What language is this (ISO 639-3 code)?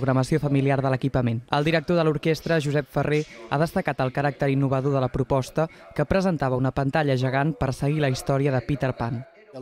cat